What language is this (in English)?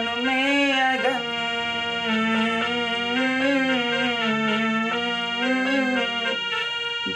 Hindi